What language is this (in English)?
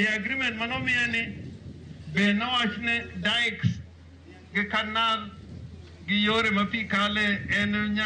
Luo (Kenya and Tanzania)